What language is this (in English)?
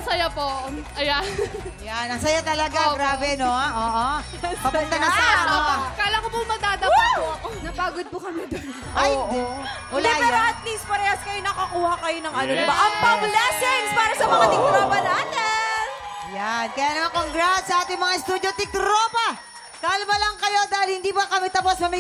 Filipino